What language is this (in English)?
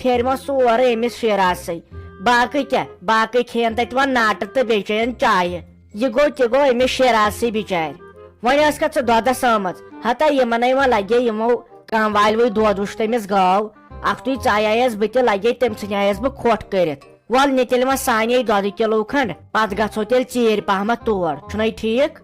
Kashmiri